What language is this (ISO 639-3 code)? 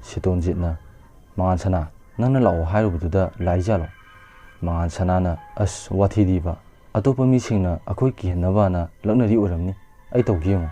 mni